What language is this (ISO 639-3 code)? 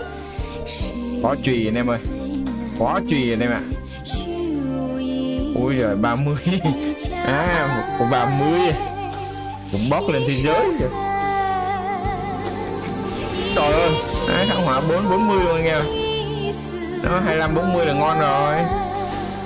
vie